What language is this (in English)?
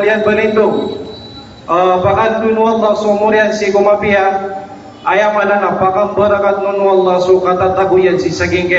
Maranao